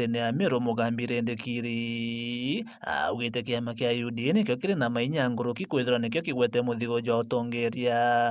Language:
Meru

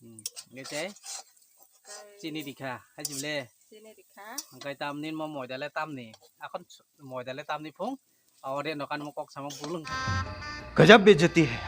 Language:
Kok Borok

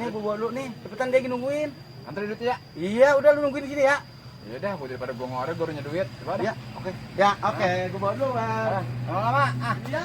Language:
Betawi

